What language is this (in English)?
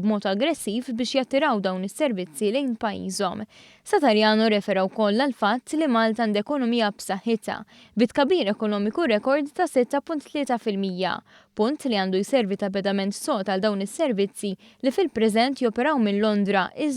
Maltese